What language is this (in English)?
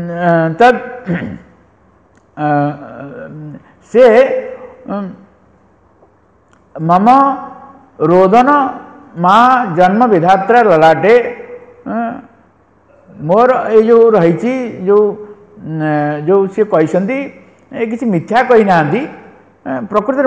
Odia